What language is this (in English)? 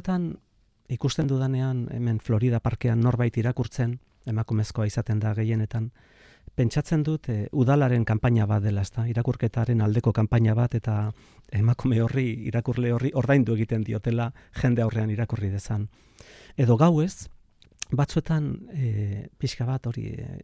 Basque